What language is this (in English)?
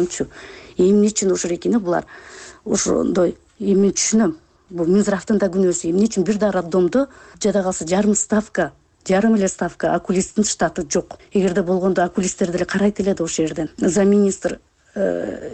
Kyrgyz